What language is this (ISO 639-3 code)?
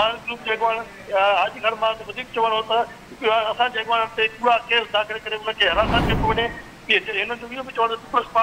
snd